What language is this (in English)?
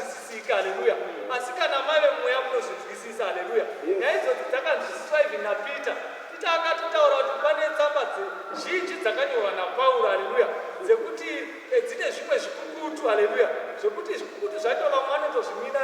Shona